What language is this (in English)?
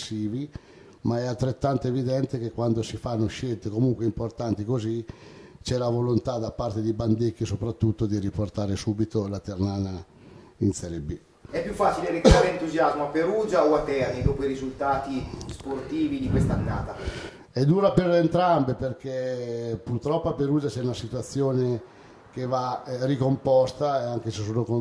Italian